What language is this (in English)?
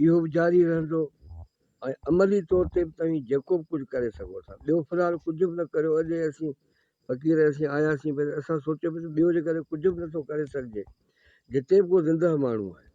Sindhi